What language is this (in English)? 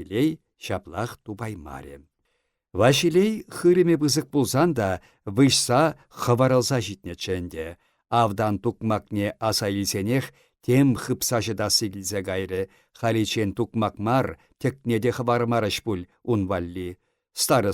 Chuvash